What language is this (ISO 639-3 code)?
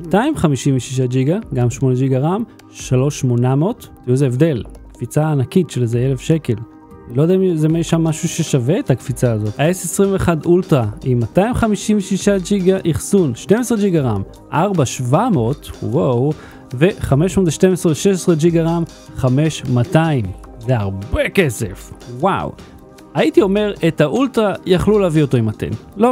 heb